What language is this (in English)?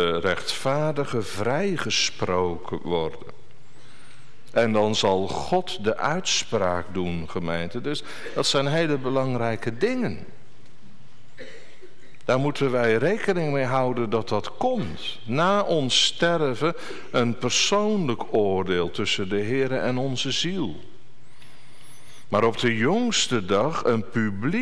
Dutch